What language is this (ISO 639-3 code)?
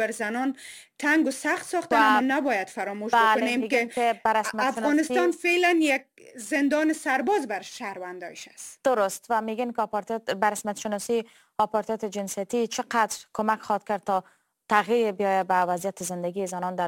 fas